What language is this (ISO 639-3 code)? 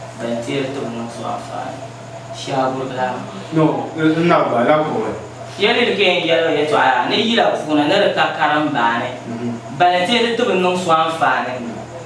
dag